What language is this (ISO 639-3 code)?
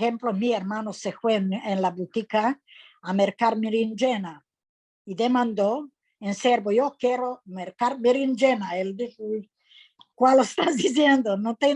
lad